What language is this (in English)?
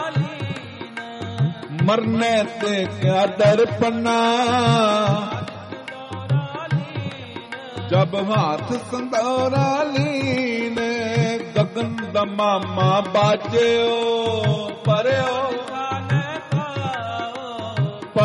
Punjabi